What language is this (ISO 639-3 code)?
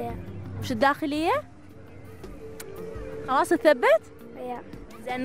ara